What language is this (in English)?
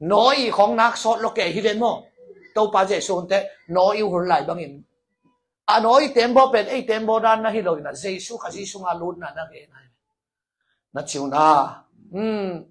Tedim Chin